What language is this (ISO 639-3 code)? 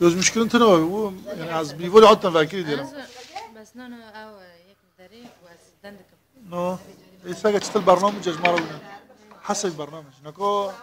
kur